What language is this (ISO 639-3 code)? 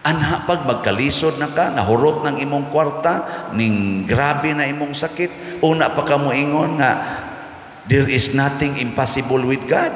ceb